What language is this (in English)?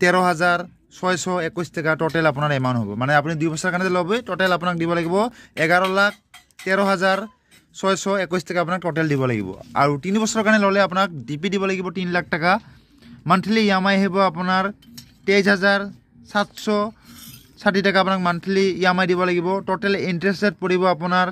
Assamese